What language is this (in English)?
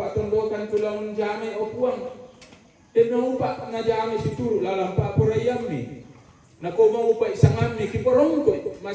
Toraja-Sa'dan